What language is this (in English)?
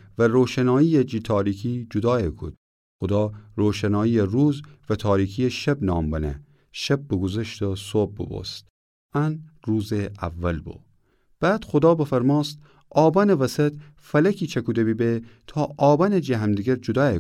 Gilaki